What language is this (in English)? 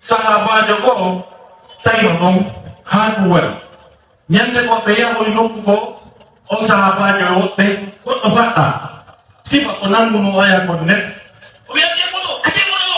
Fula